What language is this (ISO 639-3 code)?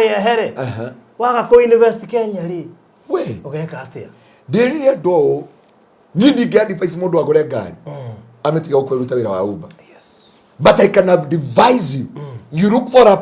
kik